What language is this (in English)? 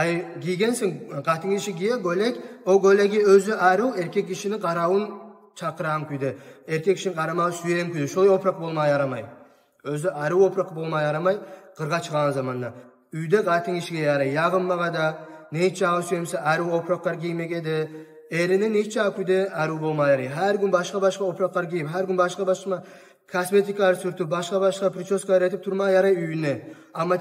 Kumyk